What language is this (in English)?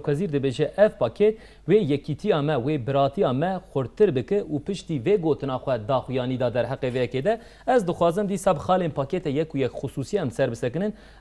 Kurdish